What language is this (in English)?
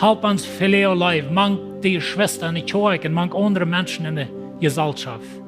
Plautdietsch